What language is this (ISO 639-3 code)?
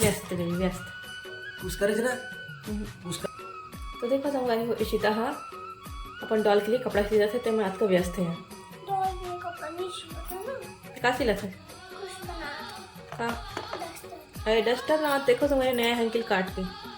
hne